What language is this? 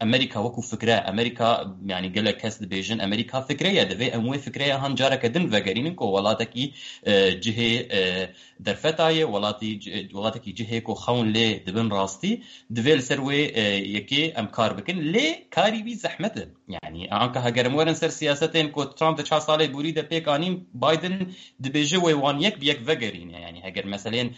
Kurdish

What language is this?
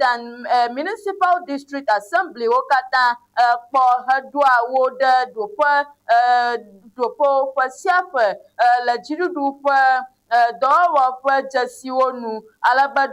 Ewe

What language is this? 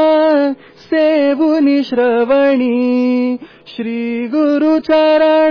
Marathi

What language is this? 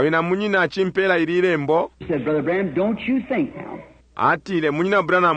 Bemba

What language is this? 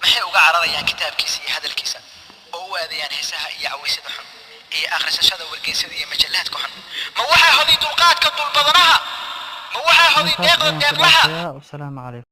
Somali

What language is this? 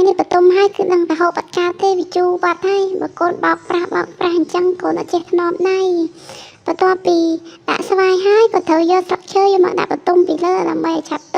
Khmer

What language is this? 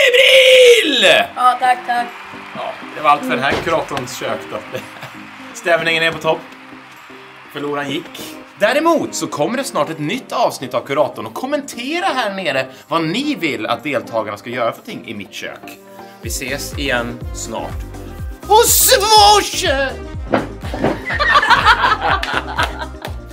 Swedish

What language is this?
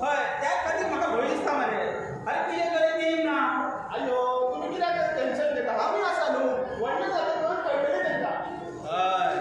Konkani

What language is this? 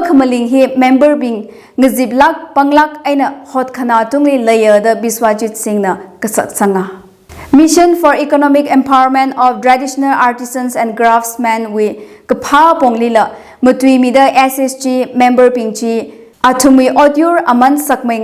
Tangkhul Naga (India)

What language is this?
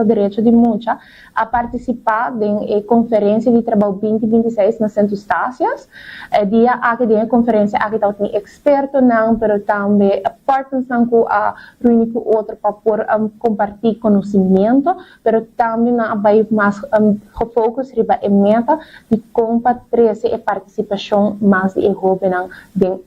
Papiamento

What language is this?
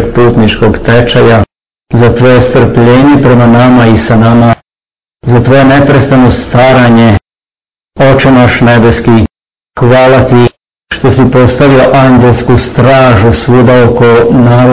Serbian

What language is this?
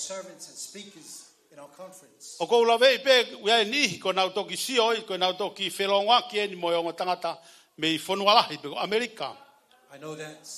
Tongan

